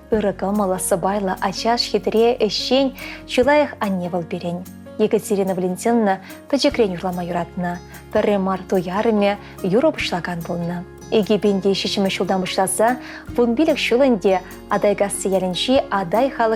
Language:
Chuvash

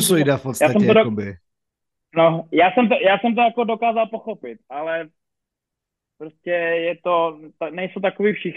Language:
Czech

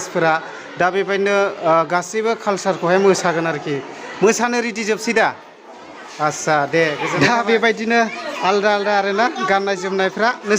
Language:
Bodo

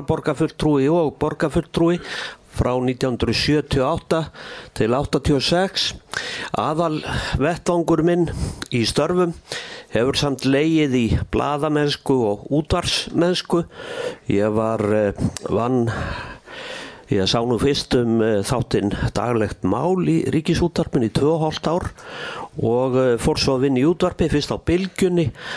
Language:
Icelandic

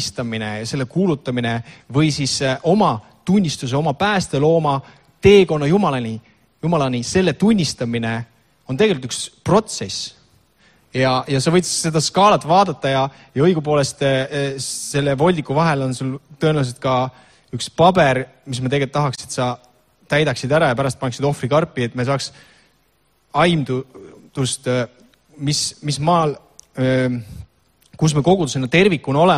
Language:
Estonian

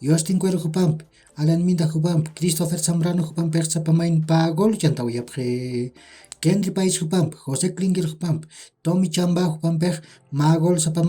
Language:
Aymara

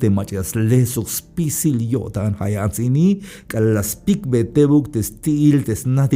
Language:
Tzeltal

